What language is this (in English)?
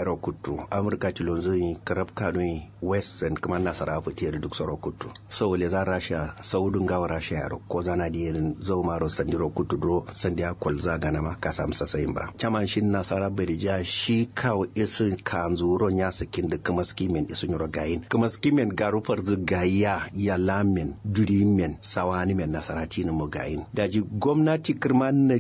Kanuri